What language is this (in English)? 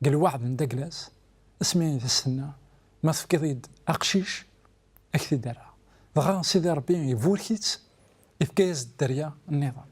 Kabyle